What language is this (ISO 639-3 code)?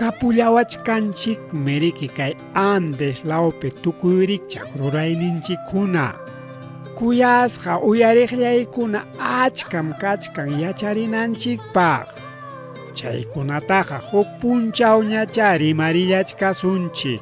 quy